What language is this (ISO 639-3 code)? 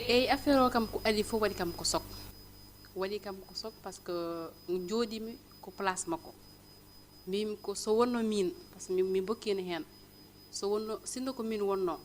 ful